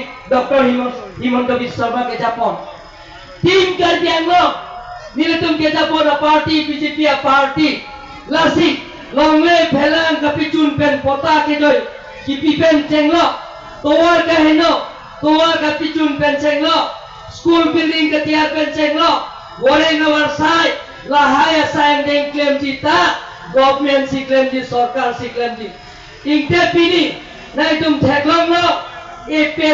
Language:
Karbi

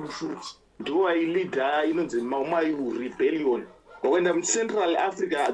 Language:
Shona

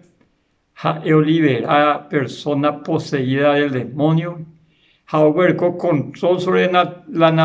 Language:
Guarani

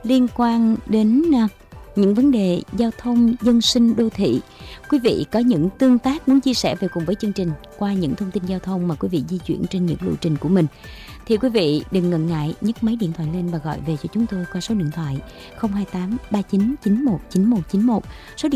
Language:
Vietnamese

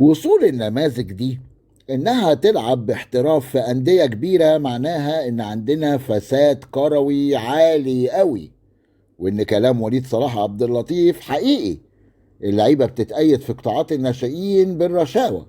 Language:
Egyptian Arabic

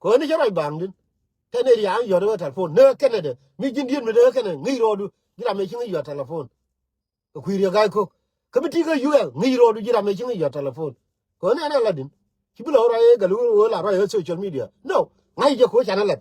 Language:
Nuer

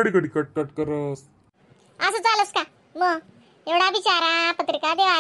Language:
Khandesi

